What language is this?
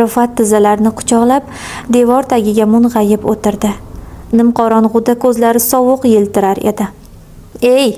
Uzbek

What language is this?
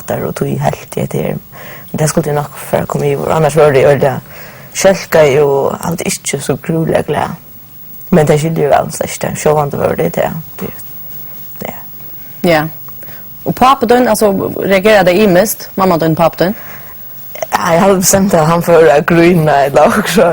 Faroese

